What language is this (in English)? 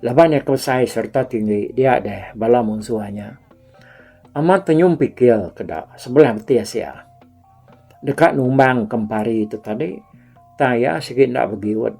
Iban